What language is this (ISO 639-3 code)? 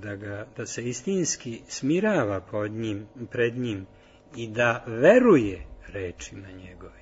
srp